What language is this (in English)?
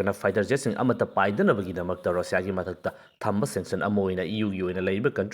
Manipuri